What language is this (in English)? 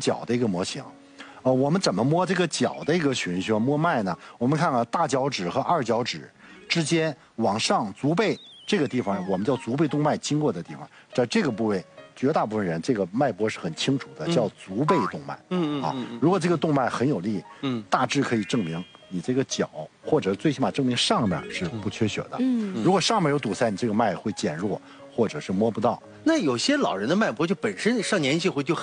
Chinese